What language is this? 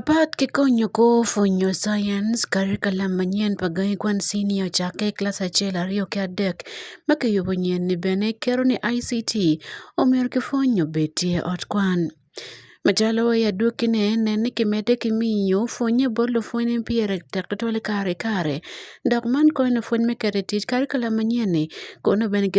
Acoli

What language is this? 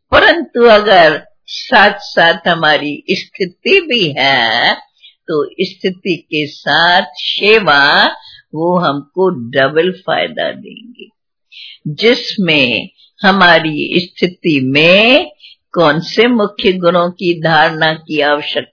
Hindi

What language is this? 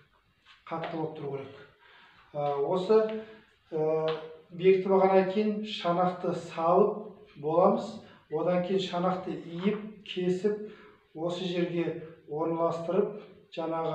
Kazakh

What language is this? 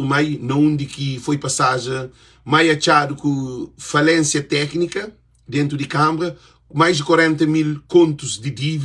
Kabuverdianu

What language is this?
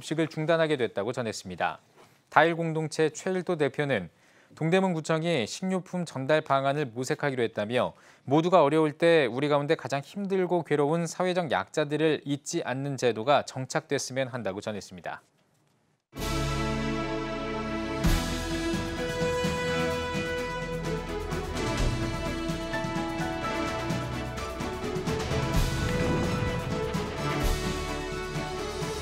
Korean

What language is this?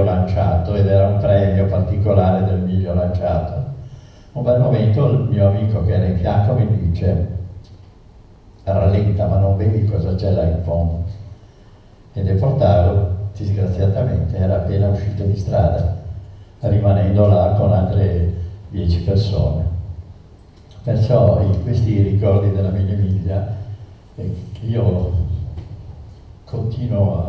Italian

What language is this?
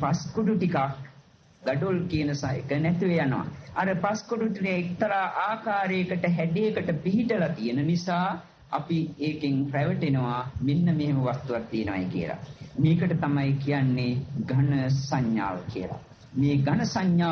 Sinhala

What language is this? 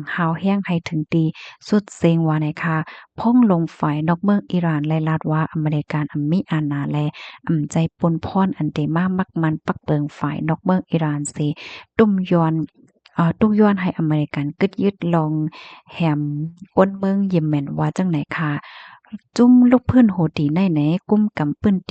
Shan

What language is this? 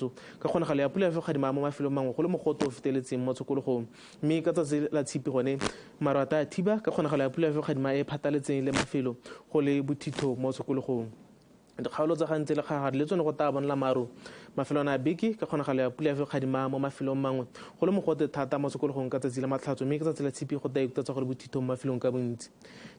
Tswana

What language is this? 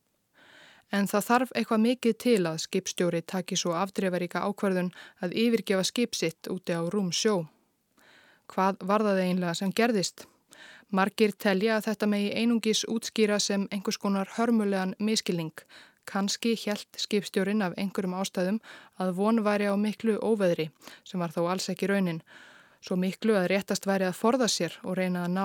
Icelandic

